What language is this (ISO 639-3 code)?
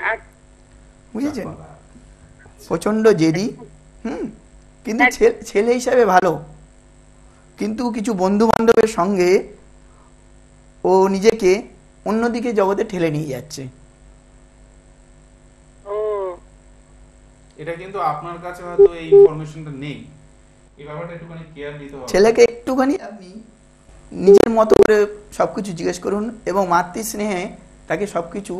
ben